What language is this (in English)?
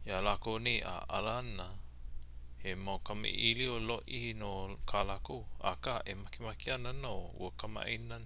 Hawaiian